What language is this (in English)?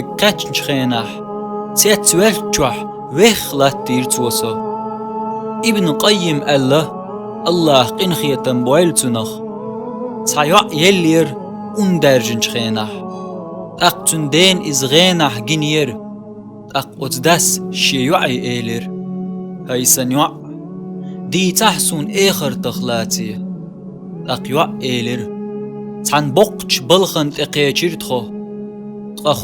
Chechen